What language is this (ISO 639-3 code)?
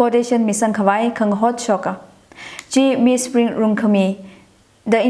nmf